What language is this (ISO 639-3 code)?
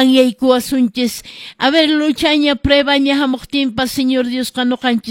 que